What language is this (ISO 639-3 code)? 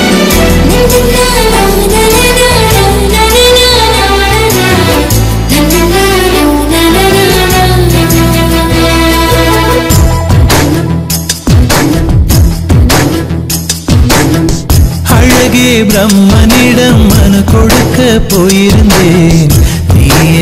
tam